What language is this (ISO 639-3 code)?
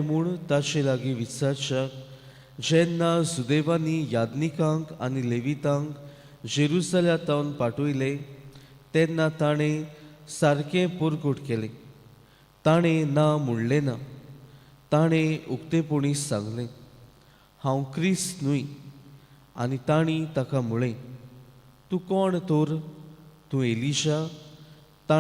kok